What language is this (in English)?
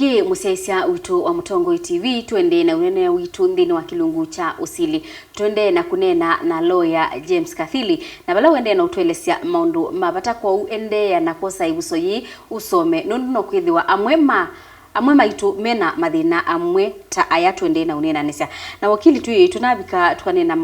Kamba